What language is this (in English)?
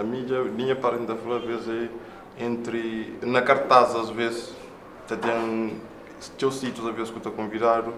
Kabuverdianu